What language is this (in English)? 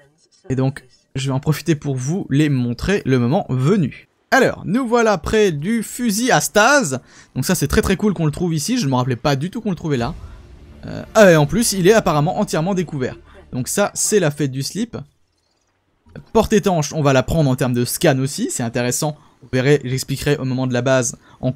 French